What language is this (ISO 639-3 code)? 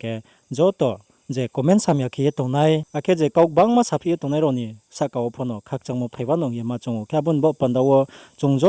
ria